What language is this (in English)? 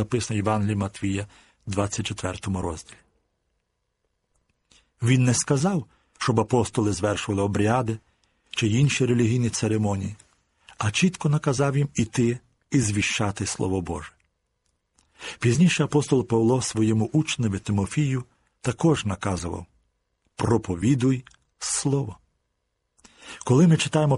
Ukrainian